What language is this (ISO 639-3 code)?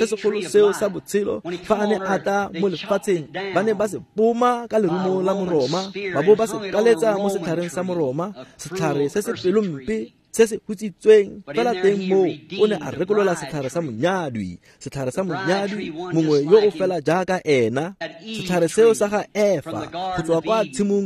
tsn